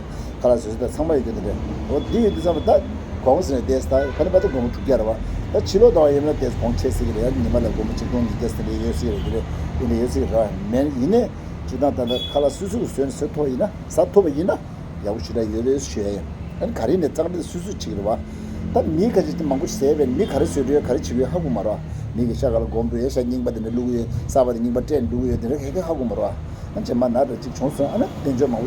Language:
Tibetan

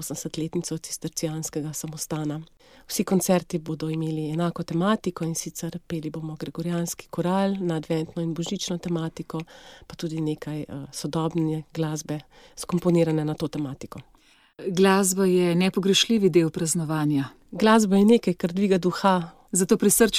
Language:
Slovenian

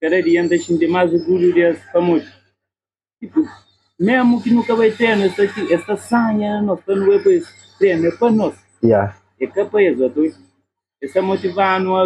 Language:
Kabuverdianu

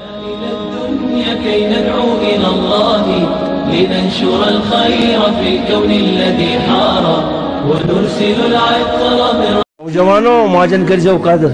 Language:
Kashmiri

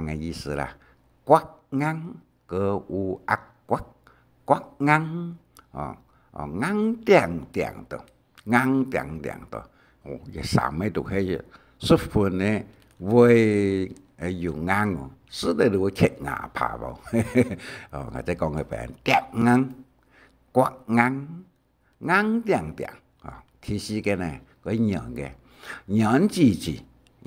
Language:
Hakka Chinese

